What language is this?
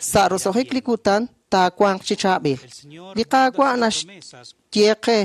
Kekchí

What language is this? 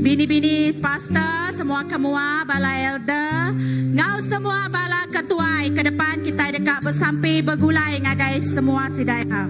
Iban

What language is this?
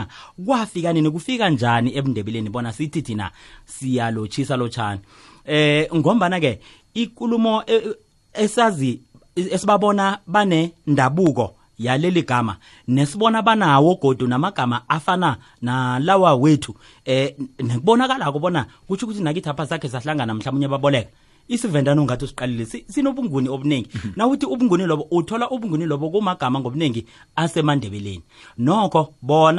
South Ndebele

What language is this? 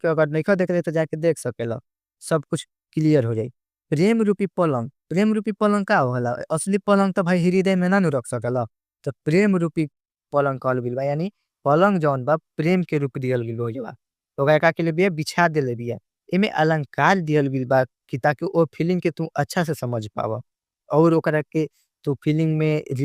Bhojpuri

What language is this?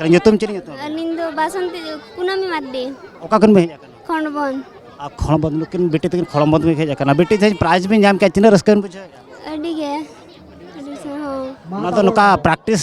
Santali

